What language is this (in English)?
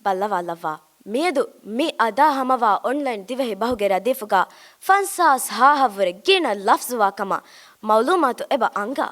Divehi